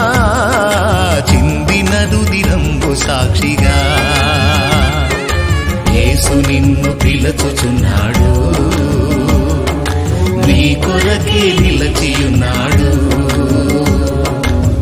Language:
Telugu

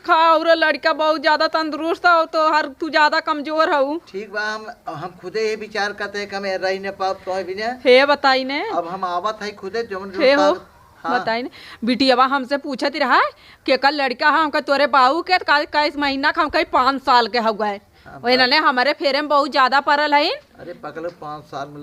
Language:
Awadhi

